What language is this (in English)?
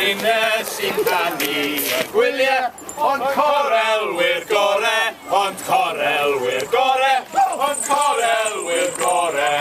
Welsh